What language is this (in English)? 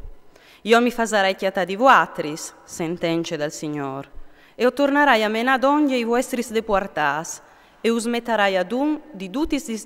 Friulian